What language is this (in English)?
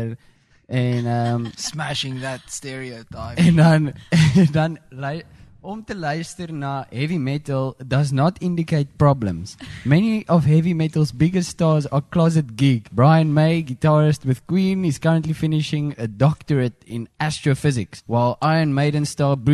Afrikaans